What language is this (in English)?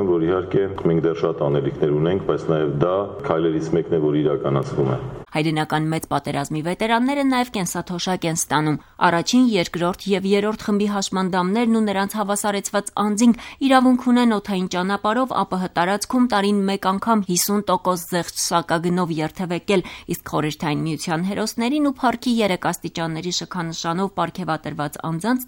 Armenian